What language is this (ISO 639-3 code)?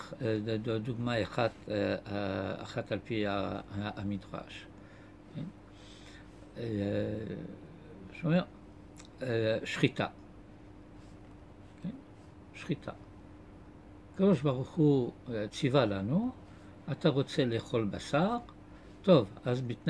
heb